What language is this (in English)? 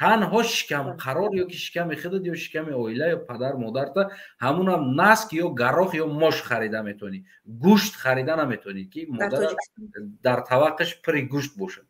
Tajik